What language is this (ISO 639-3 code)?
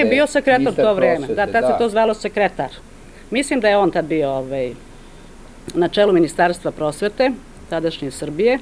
srp